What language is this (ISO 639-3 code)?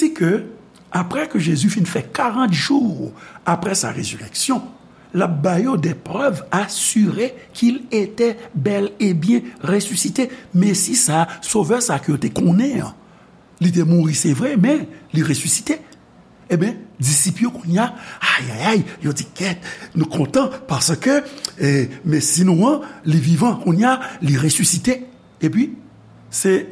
hat